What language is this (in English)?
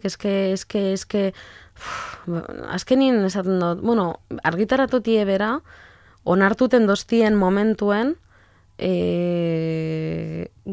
Basque